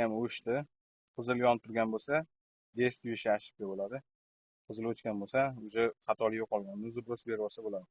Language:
Uzbek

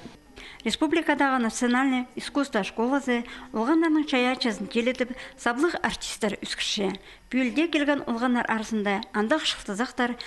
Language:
Khakas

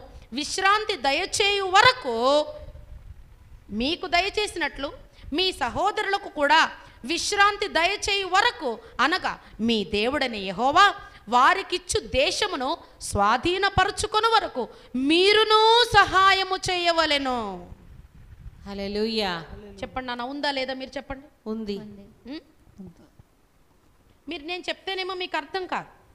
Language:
Telugu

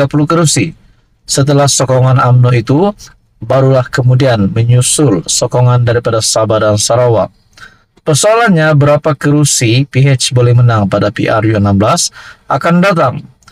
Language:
Malay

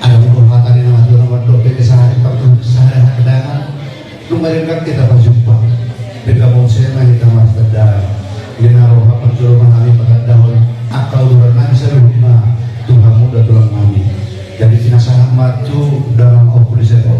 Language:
Batak Toba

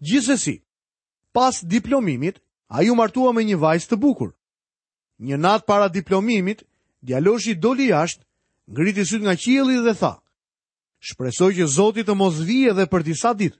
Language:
Albanian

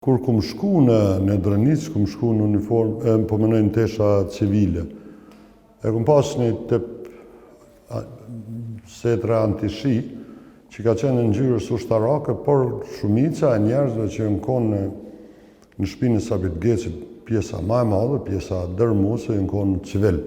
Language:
Albanian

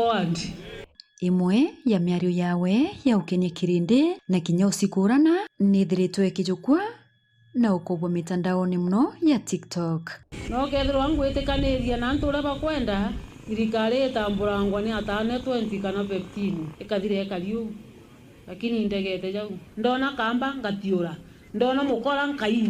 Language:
Meru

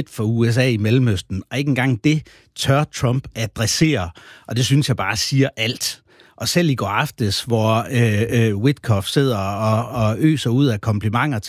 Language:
Danish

